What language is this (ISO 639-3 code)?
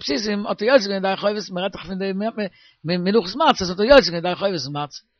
yid